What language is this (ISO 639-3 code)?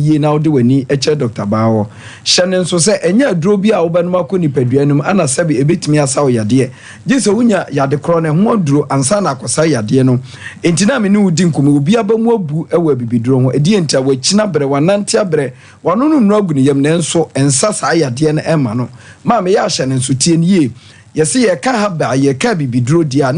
aka